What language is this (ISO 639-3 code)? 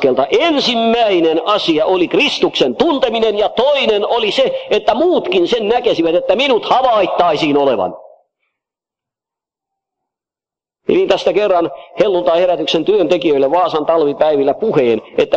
fin